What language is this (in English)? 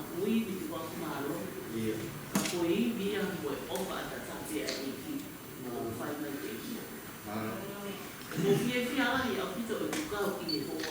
Tongan